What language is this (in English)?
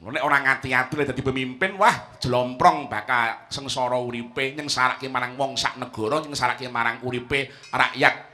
Javanese